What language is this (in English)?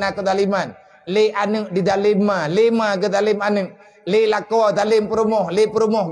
Achinese